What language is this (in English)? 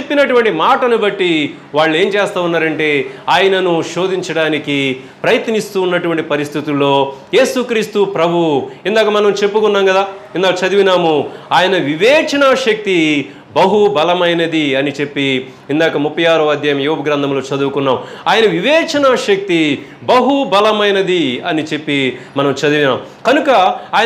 Telugu